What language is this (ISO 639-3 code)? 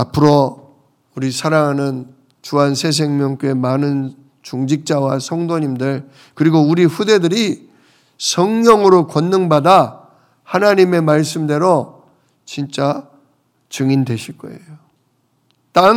kor